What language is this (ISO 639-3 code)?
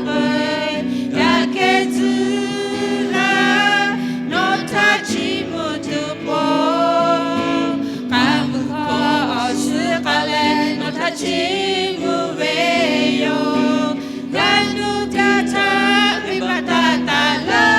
lhu